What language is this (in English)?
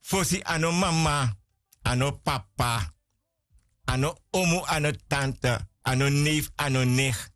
Sranan Tongo